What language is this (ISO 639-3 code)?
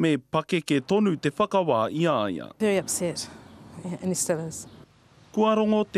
mri